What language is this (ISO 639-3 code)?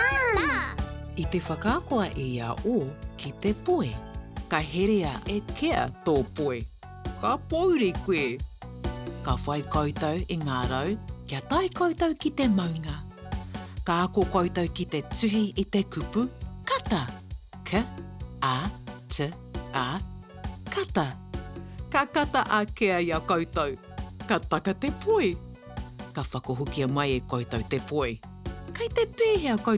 mri